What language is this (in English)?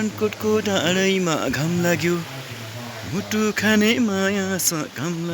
Nepali